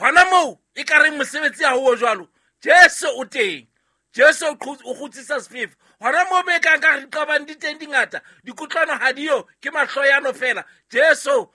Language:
Southern Sotho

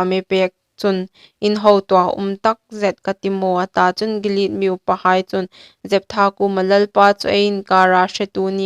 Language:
Hmar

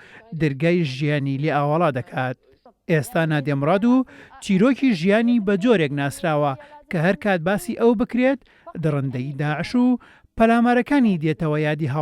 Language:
Central Kurdish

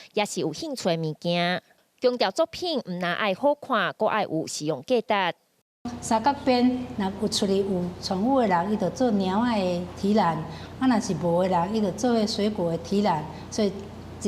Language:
Min Nan Chinese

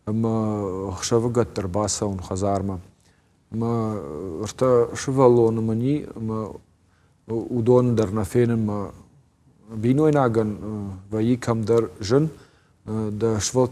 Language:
Ossetic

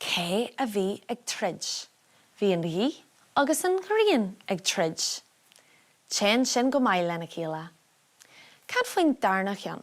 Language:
Irish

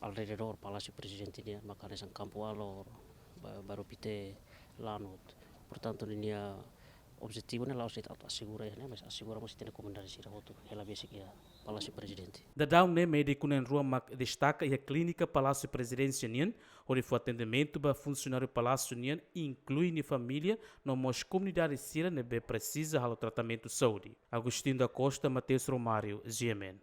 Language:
Tetum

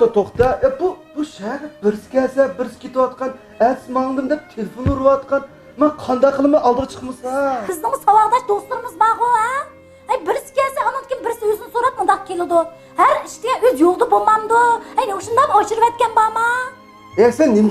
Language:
Uyghur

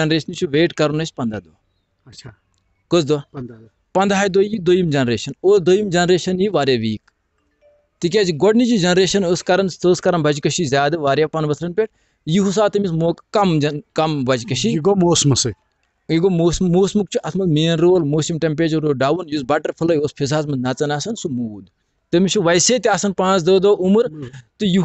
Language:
Kashmiri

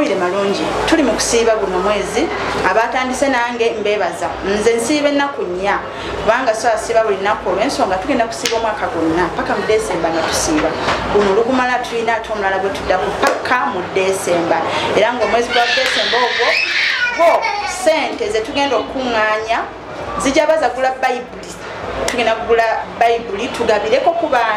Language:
Ganda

